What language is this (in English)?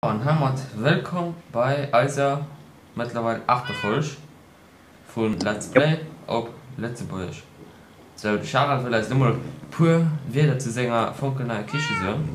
Luxembourgish